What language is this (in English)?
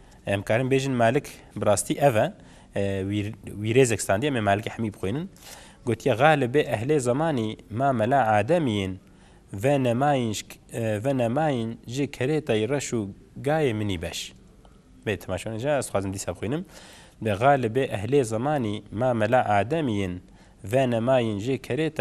Kurdish